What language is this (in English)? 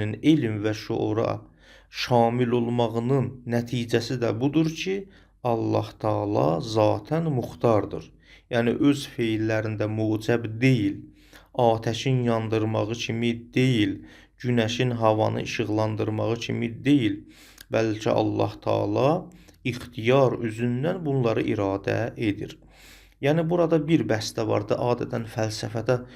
Azerbaijani